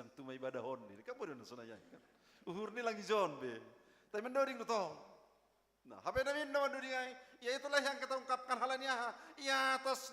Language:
Batak Simalungun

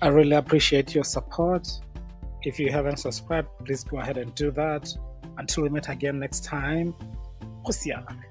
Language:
Tswana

